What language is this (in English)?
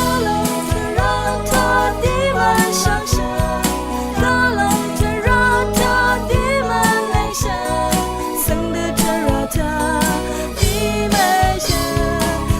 Rawang